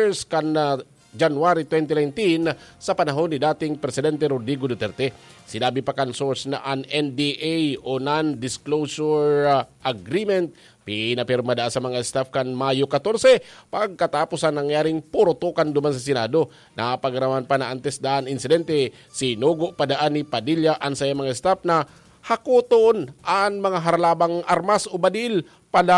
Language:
Bikol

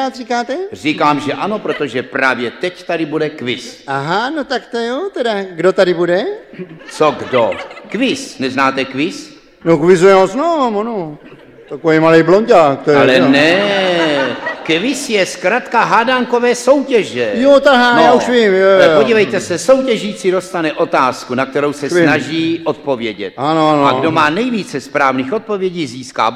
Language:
Czech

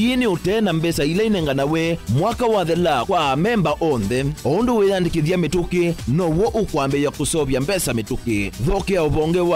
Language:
Kamba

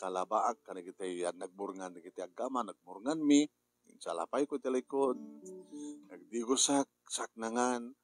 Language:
Iloko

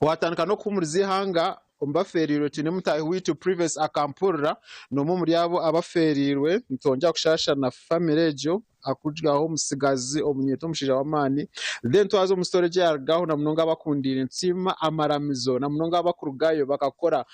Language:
Nyankole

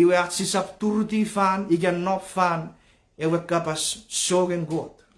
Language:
Chuukese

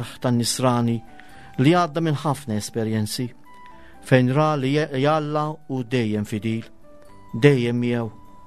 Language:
Maltese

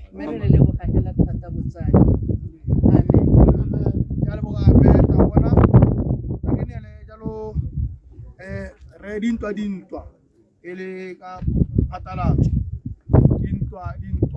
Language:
Tswana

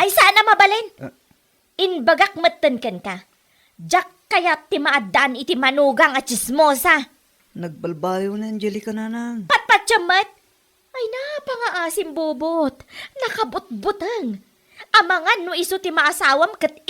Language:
Iloko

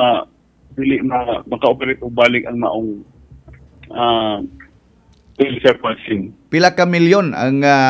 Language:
Cebuano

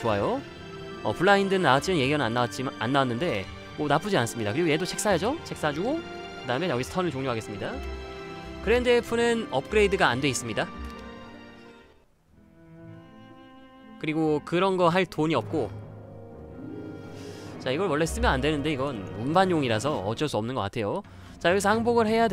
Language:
Korean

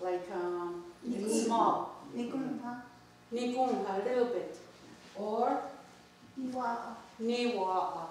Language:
Mohawk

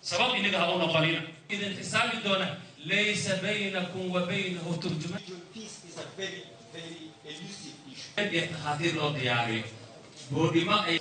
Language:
Luo (Kenya and Tanzania)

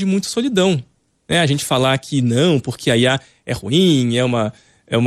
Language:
Portuguese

